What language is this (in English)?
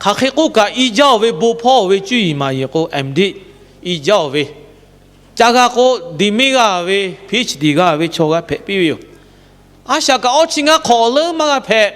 Lahu